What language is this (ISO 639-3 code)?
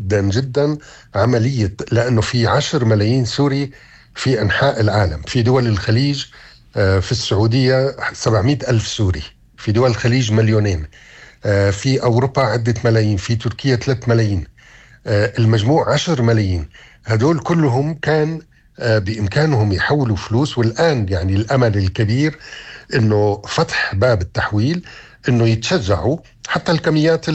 apc